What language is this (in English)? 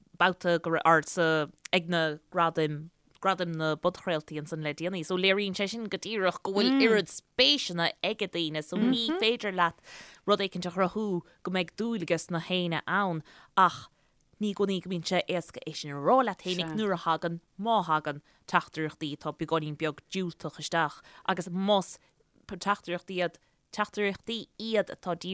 Irish